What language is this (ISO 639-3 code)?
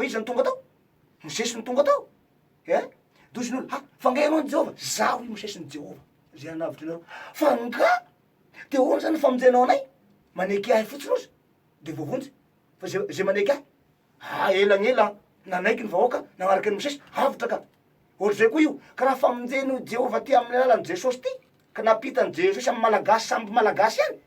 mlg